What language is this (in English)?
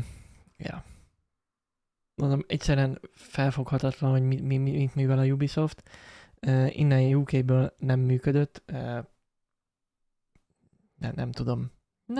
Hungarian